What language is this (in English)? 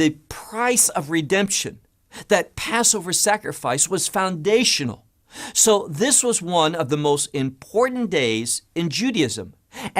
English